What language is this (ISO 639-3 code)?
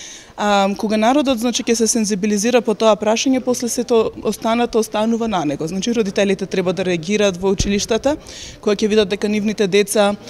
mkd